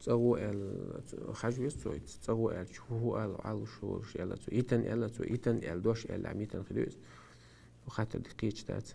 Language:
Chechen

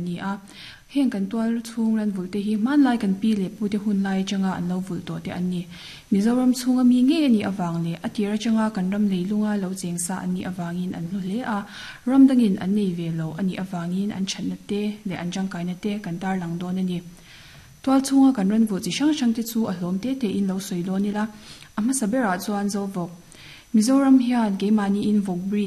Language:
Mizo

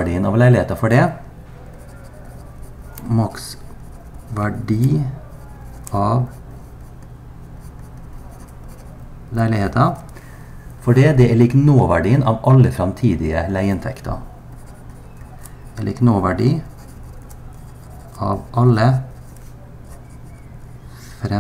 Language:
Norwegian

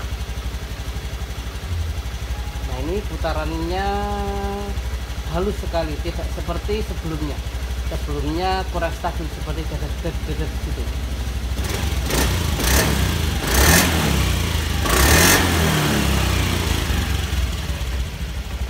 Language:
Indonesian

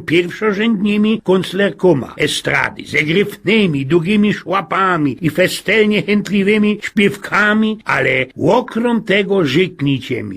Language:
Silesian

